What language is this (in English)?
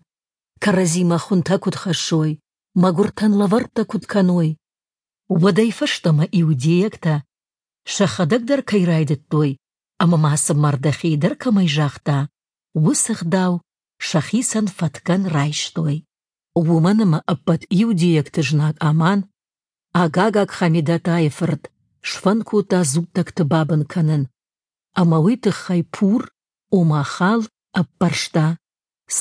Ossetic